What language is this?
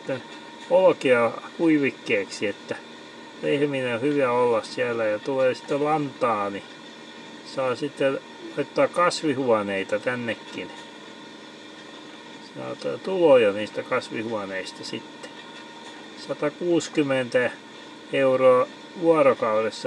Finnish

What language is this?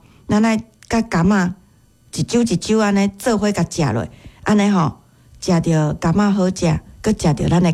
Min Nan Chinese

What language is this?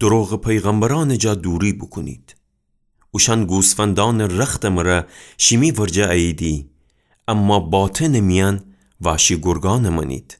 Gilaki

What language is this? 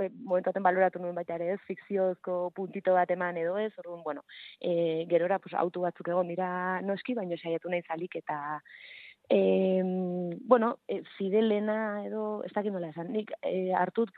Basque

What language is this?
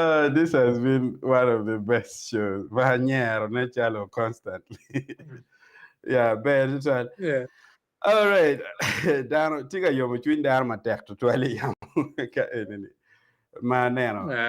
Acoli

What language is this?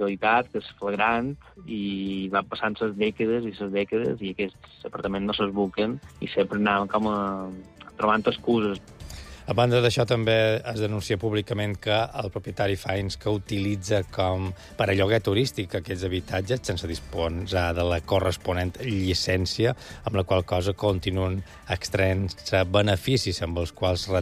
Catalan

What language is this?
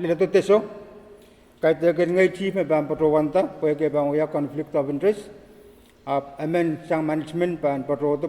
Pohnpeian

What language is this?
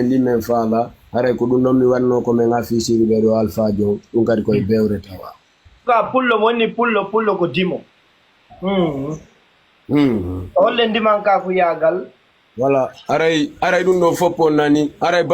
Fula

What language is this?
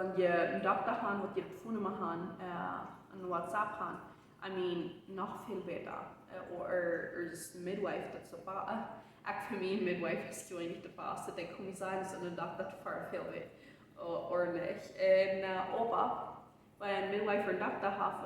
Plautdietsch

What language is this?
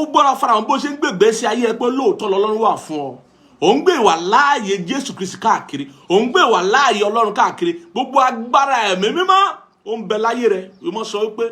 Yoruba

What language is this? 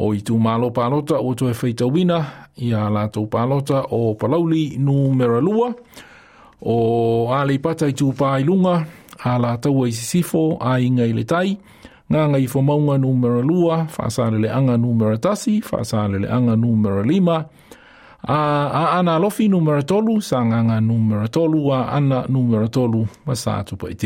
Samoan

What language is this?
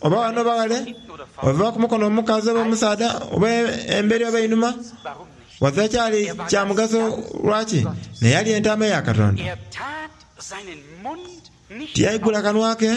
Soga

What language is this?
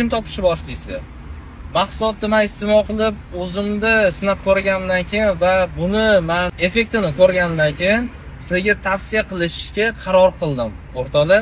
Uzbek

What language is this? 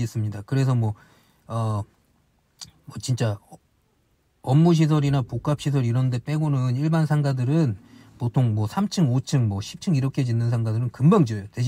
Korean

